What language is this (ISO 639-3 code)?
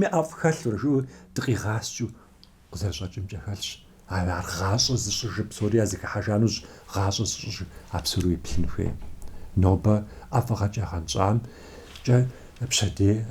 kbd